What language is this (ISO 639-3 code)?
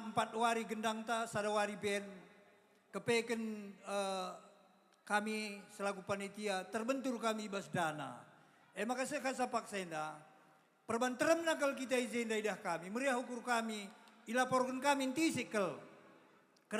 btx